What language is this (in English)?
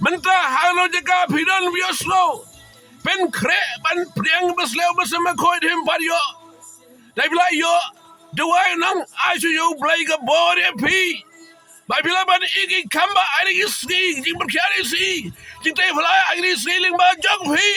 Khasi